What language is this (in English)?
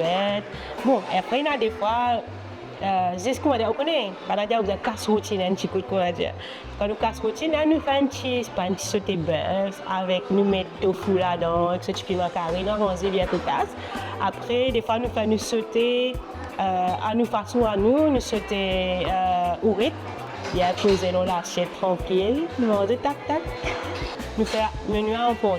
Morisyen